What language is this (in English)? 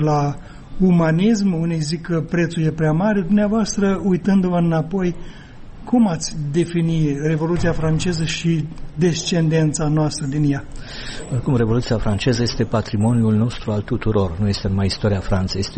Romanian